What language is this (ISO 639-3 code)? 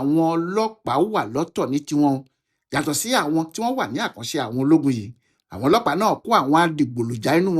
yor